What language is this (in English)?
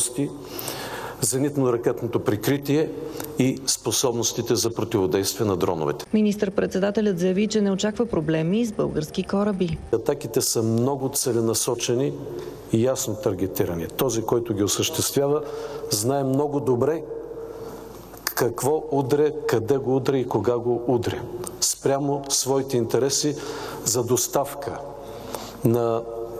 Bulgarian